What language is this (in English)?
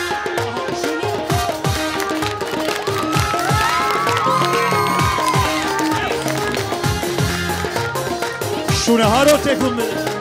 Persian